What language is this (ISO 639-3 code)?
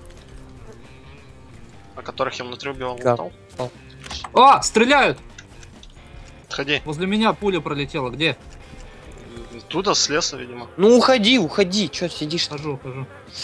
rus